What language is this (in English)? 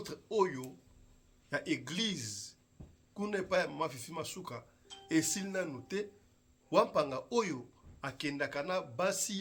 Lingala